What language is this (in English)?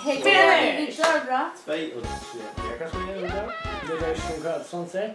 Faroese